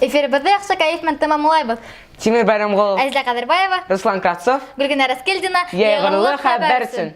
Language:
Bashkir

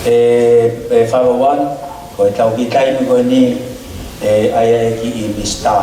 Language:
Tongan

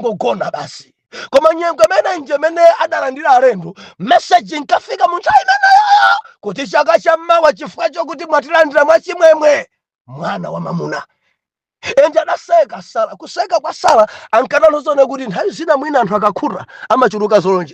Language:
Nyanja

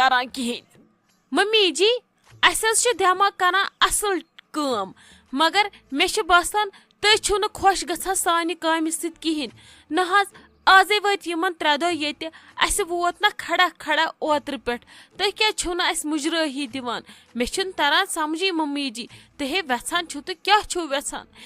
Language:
Kashmiri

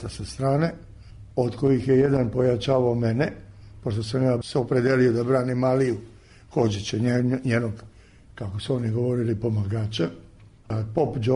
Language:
Serbian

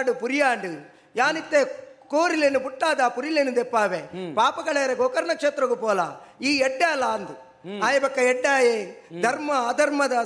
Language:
Tulu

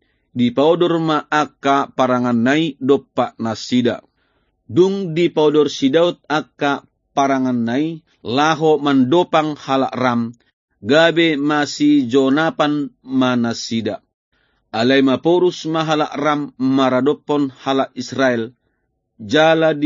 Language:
Batak Toba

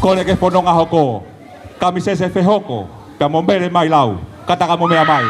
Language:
Tongan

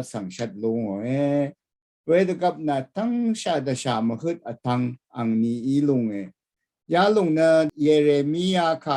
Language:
Rawang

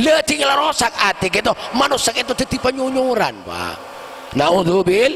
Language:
Madurese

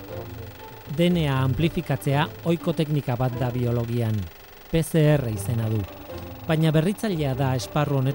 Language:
Basque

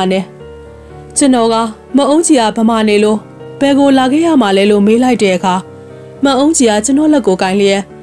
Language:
Burmese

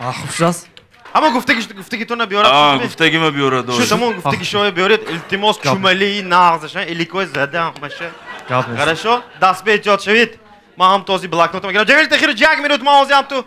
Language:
Tajik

